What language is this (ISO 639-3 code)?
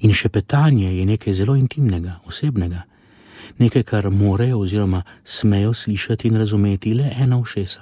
slv